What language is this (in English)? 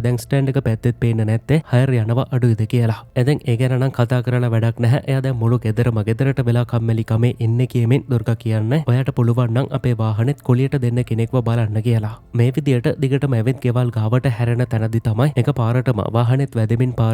Sinhala